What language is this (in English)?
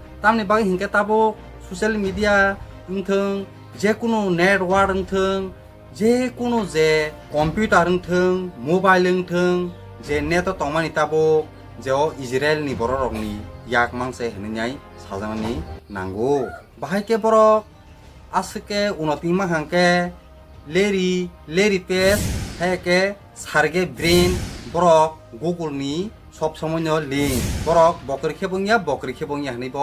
Kok Borok